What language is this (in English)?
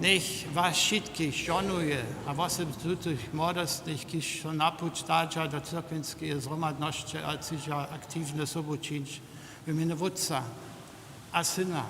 Upper Sorbian